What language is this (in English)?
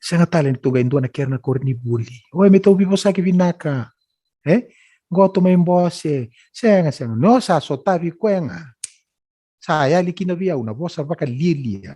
Fijian